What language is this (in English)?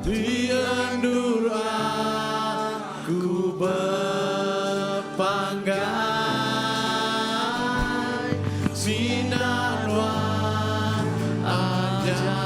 Iban